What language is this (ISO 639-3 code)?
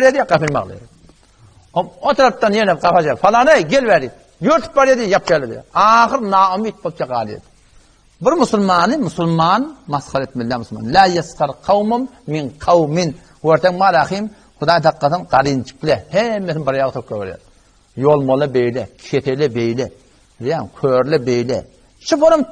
tuk